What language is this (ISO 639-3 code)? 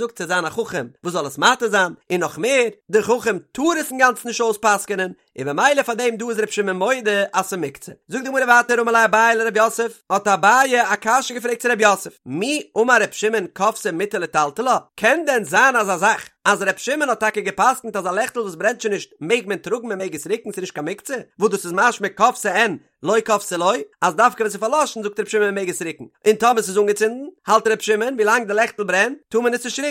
yid